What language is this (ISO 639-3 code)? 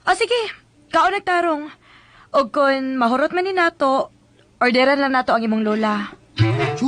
ceb